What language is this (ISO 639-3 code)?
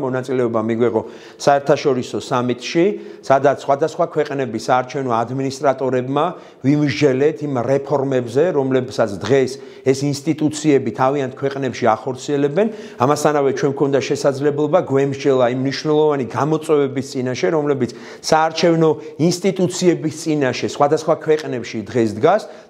kat